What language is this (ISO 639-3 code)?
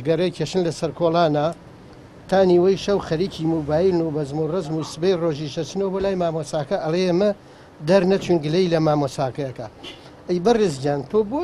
ckb